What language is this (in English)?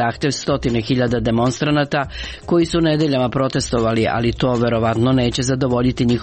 Serbian